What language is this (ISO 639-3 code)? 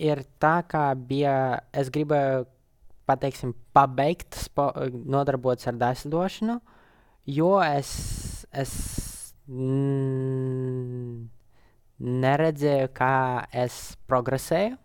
lav